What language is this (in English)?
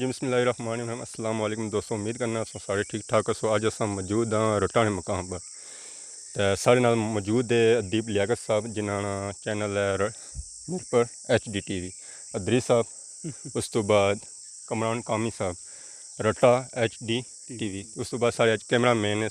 Pahari-Potwari